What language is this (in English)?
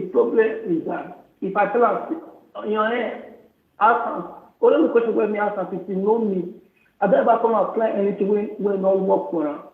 Nigerian Pidgin